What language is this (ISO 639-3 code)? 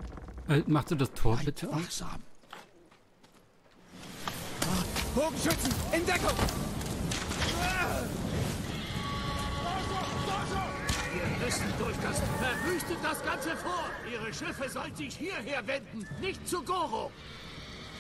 deu